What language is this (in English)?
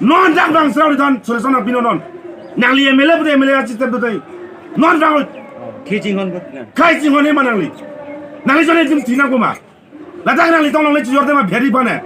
Karbi